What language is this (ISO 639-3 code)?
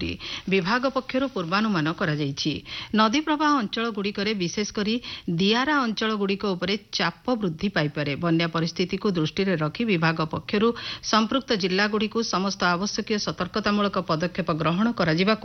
ori